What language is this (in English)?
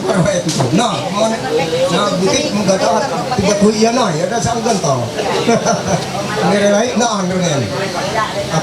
Ma'anyan